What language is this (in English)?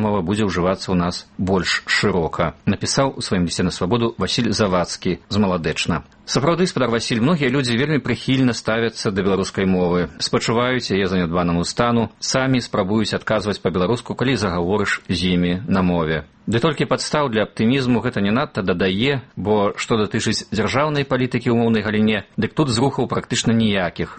Belarusian